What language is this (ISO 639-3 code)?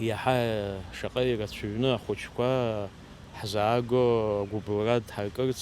abk